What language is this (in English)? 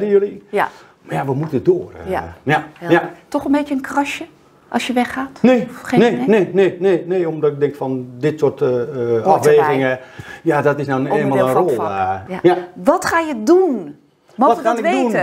Dutch